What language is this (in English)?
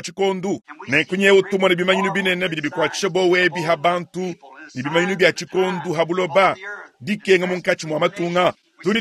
Luba-Lulua